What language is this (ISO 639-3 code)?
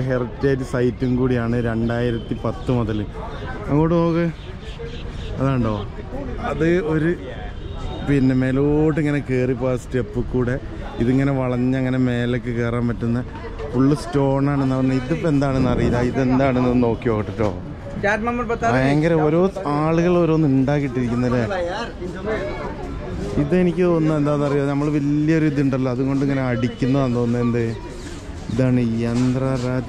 mal